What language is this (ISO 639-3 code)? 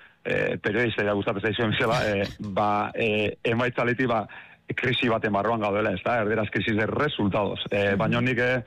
eus